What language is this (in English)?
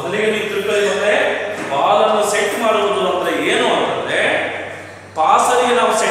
Kannada